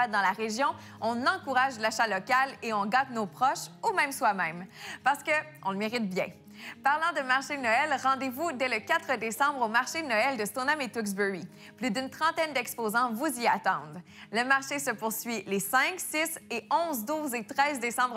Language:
French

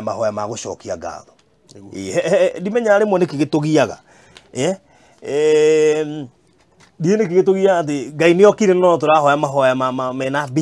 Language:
Kikuyu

